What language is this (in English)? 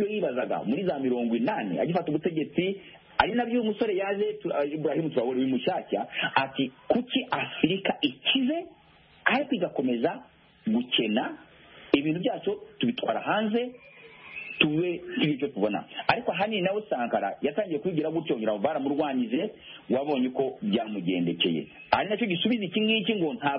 Kinyarwanda